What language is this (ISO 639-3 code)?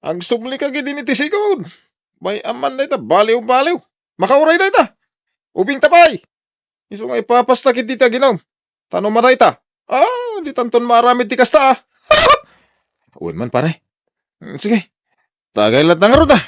ilo